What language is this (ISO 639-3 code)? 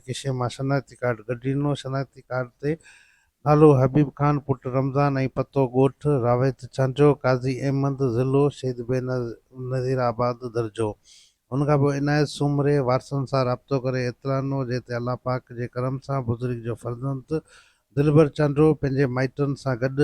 snd